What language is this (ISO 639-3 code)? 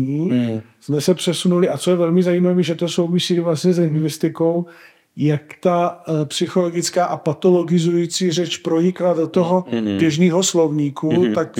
ces